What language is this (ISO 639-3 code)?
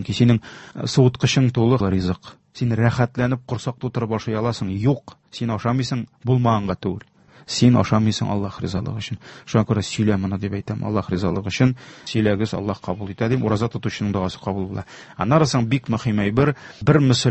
tat